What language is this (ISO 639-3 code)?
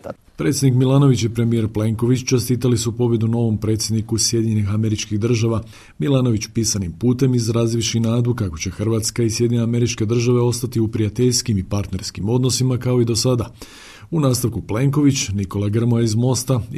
hrv